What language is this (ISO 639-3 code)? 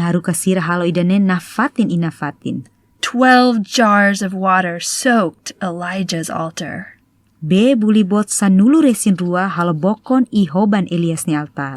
tet